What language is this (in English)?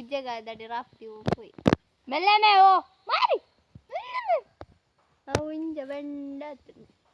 Tulu